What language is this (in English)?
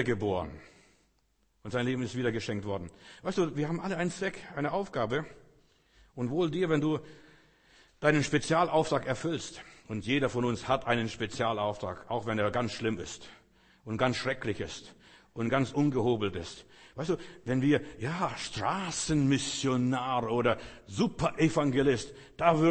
German